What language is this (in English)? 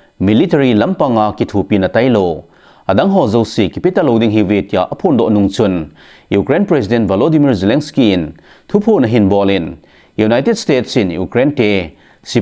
Thado Chin